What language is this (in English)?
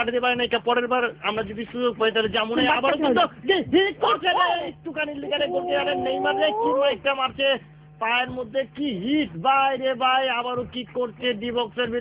Bangla